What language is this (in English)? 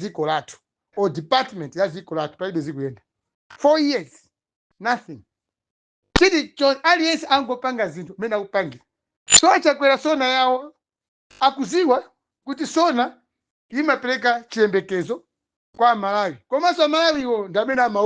Nyanja